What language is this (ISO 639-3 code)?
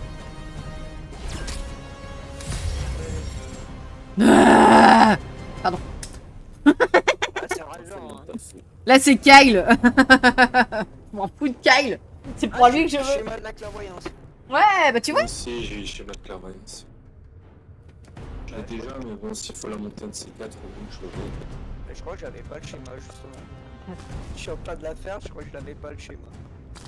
fra